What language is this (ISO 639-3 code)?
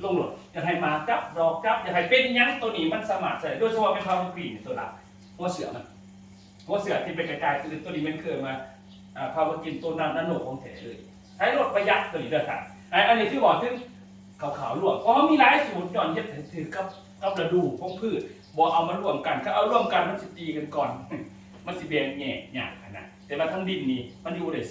lao